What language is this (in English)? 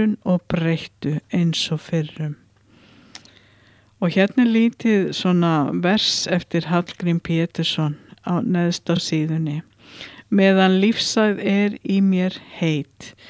Icelandic